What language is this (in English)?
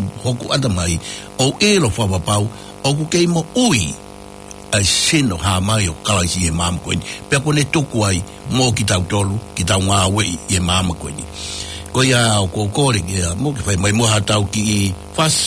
Tongan